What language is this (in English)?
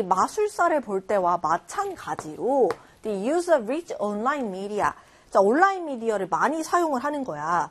Korean